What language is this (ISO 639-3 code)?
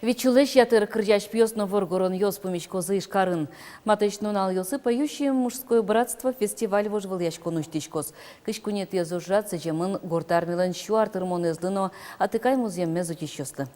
udm